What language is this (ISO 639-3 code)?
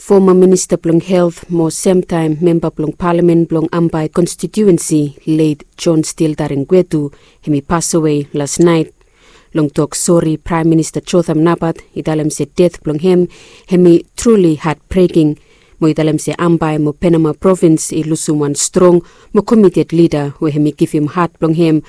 bis